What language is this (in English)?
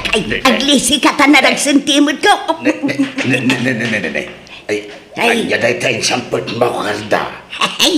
Iloko